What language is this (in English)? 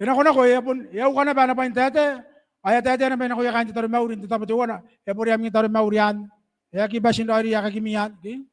Gilbertese